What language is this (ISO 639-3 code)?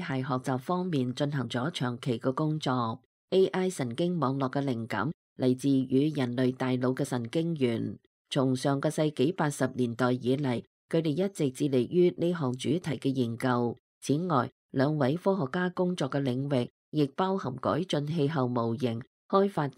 yue